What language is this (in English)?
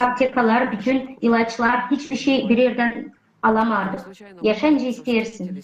Gagauz